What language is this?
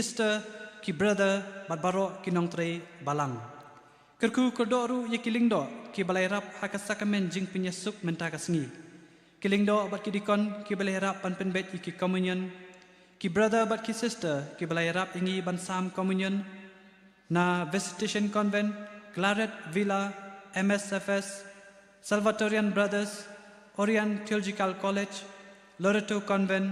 Khasi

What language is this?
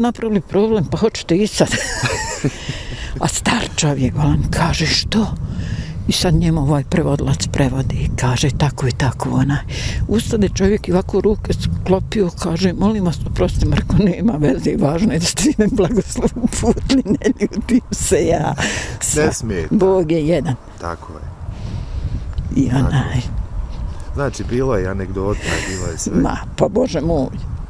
Bosnian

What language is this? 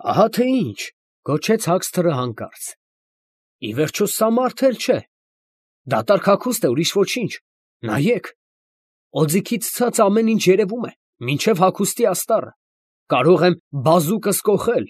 Armenian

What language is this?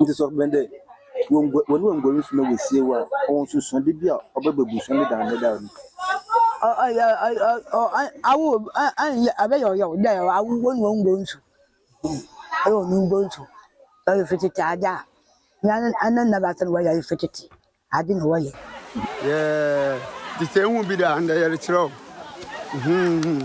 Akan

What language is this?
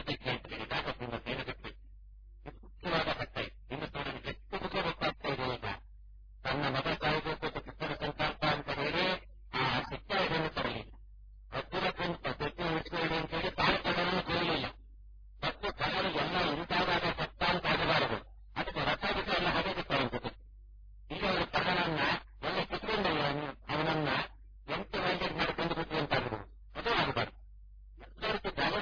Kannada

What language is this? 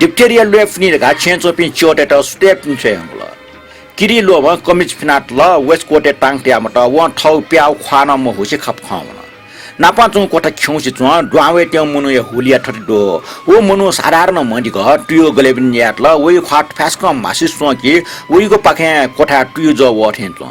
Newari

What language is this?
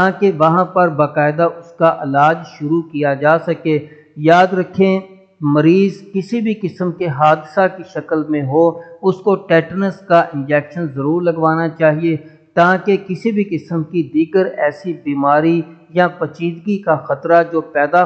Urdu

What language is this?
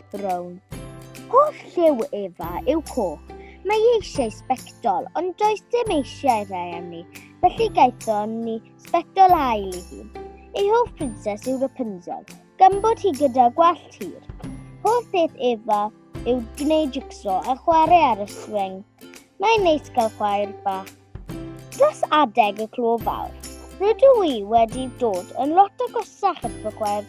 Welsh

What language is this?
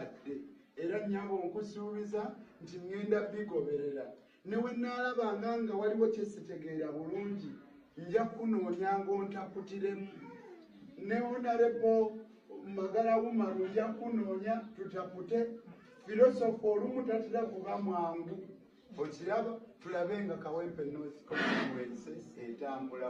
Ganda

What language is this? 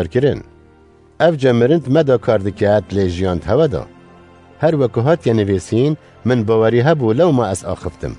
Kurdish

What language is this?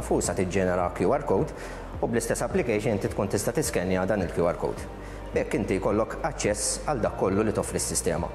Maltese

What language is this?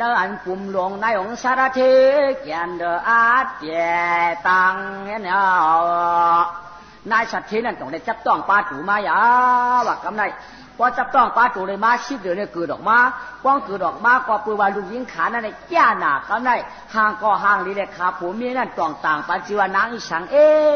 Shan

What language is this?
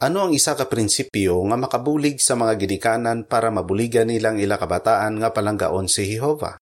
Hiligaynon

